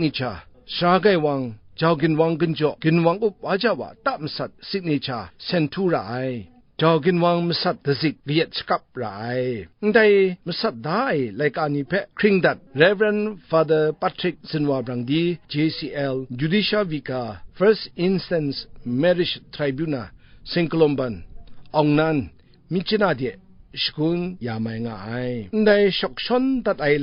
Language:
Kachin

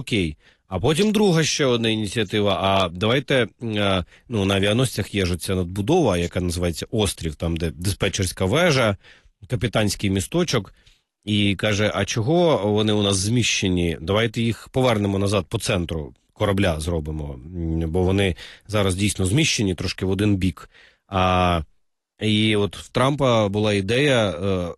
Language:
Ukrainian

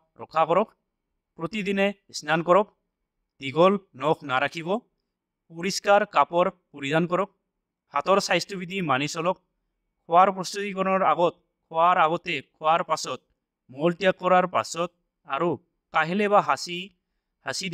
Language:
Assamese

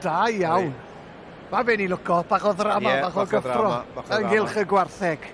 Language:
Welsh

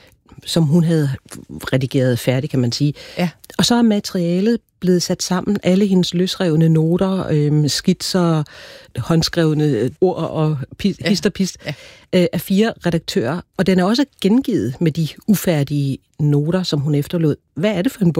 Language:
Danish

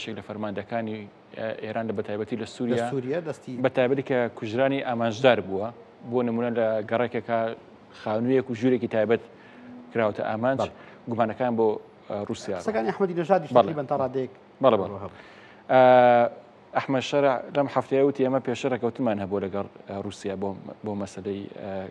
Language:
Central Kurdish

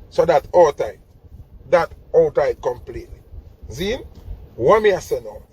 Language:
Jamaican Creole English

